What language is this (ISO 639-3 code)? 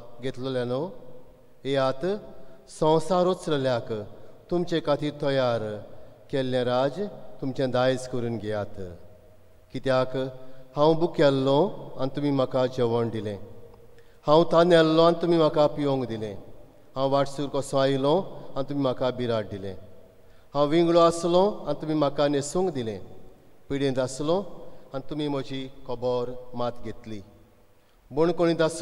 kok